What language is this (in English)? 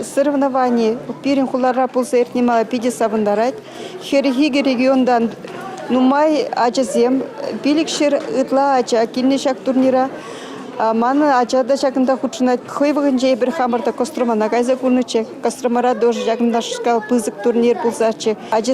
Chuvash